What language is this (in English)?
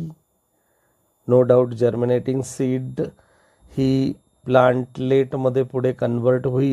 English